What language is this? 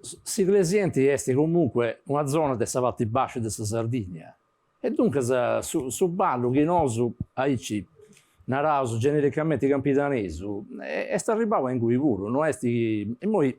Sardinian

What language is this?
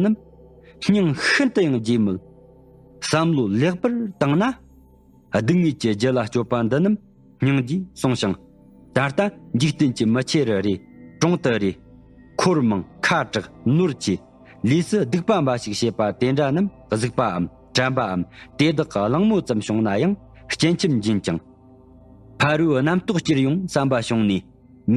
Tibetan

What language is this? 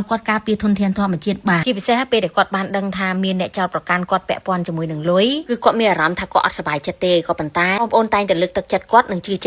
Khmer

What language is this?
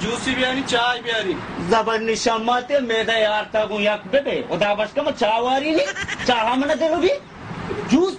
Baluchi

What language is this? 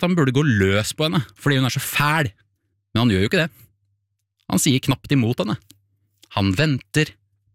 Norwegian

